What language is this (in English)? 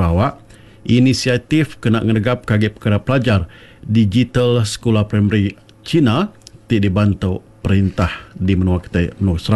Iban